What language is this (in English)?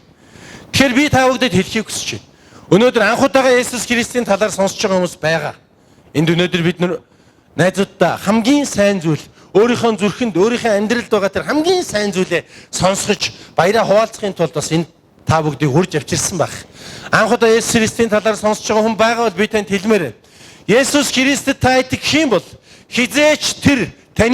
Mongolian